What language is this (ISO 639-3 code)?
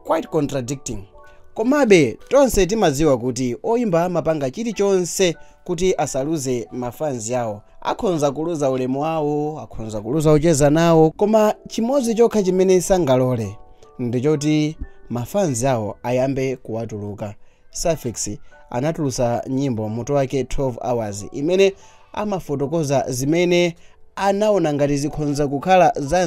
nya